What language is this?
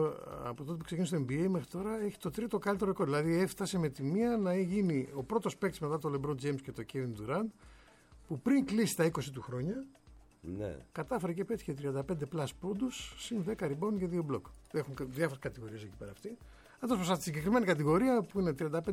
Greek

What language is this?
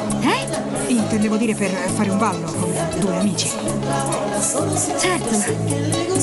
Italian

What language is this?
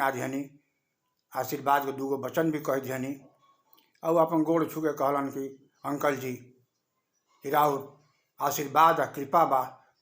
Bhojpuri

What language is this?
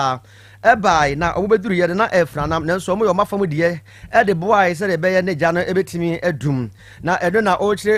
Akan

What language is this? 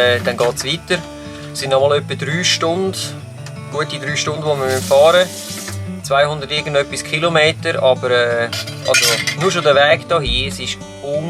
Swiss German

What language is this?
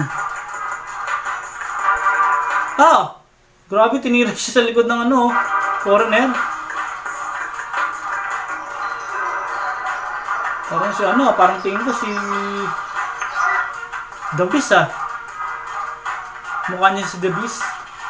Filipino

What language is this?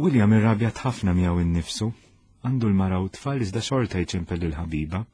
Maltese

